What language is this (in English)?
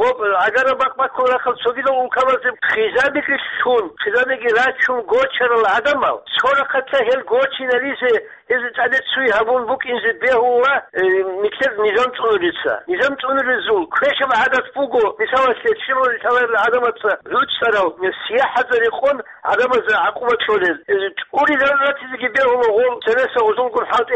Avaric